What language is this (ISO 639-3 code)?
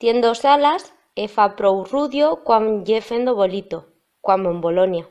arg